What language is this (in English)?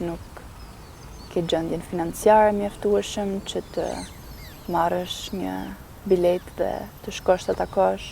Albanian